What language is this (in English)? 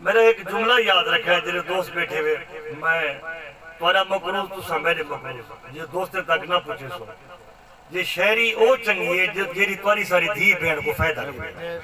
Saraiki